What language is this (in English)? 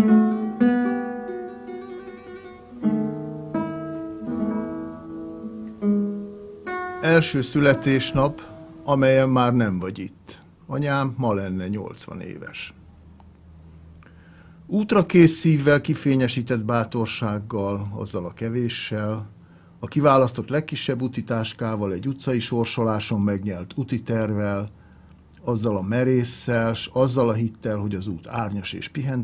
Hungarian